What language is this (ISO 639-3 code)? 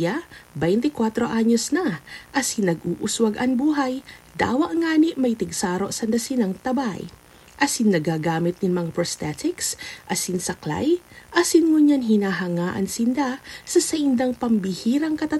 bik